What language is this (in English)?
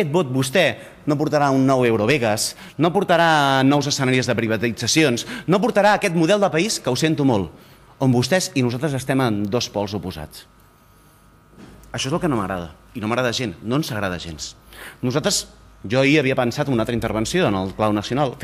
Catalan